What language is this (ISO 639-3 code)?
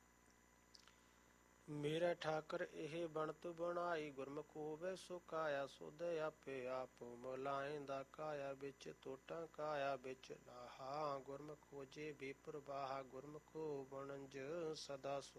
pan